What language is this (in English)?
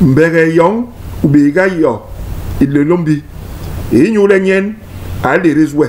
Basaa